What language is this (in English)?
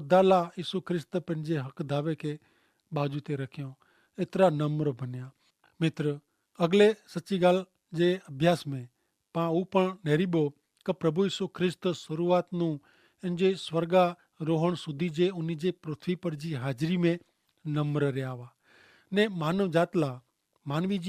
Kachhi